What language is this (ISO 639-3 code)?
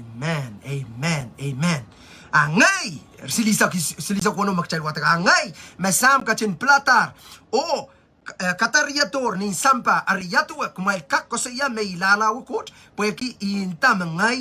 pon